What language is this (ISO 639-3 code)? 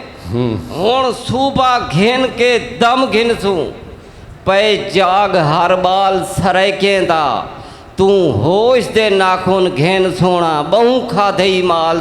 skr